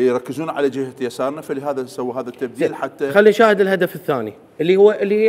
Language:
Mesopotamian Arabic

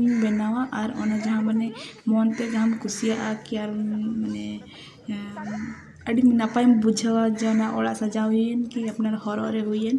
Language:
Santali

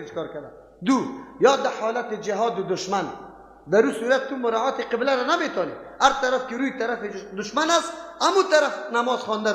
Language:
Persian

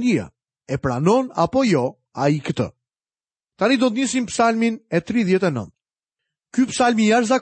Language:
Albanian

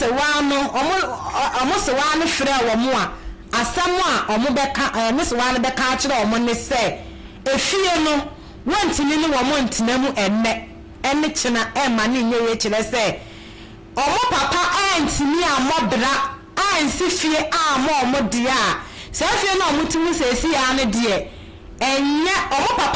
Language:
Akan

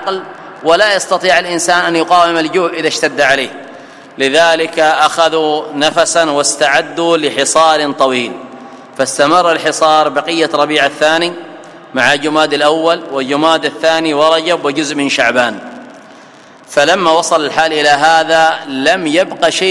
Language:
Arabic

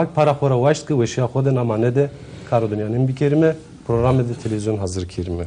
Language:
Zaza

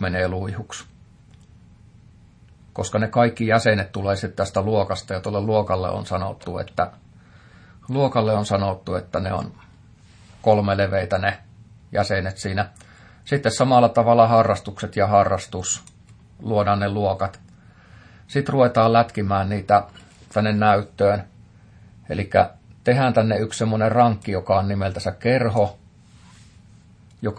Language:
Finnish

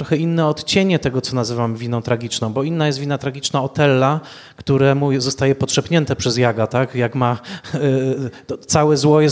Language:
Polish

